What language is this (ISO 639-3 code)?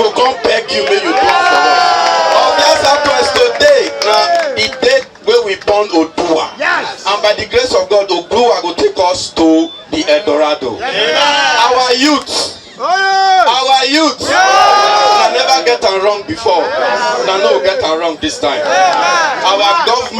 pcm